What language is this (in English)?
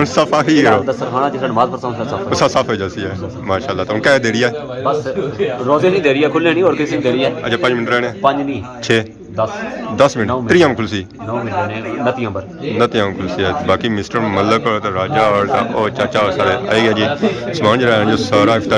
Pahari-Potwari